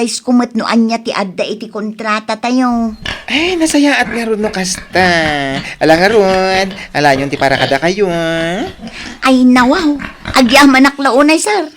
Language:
Iloko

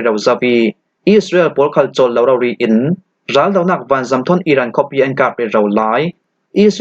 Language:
Falam Chin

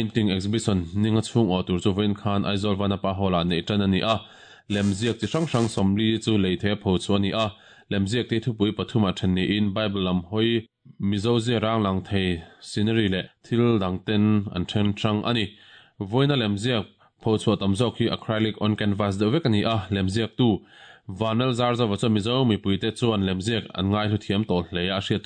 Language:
Mizo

